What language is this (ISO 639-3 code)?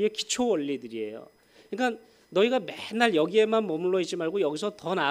kor